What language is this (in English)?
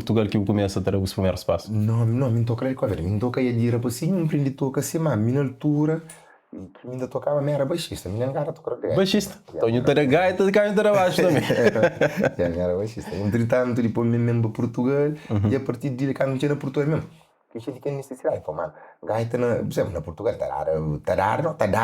Kabuverdianu